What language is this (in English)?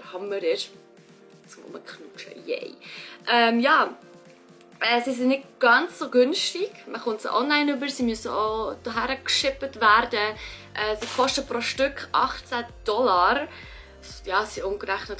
Swiss German